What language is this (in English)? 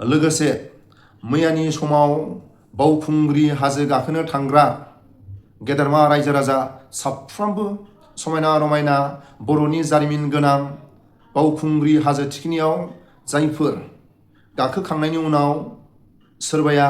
Bodo